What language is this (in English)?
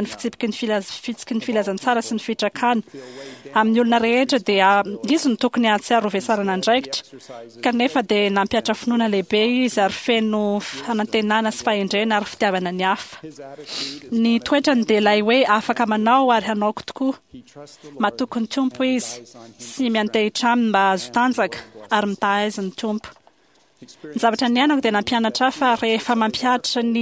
Malagasy